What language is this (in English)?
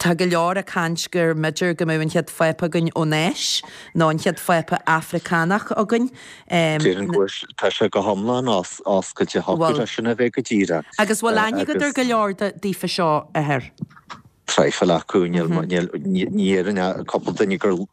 Irish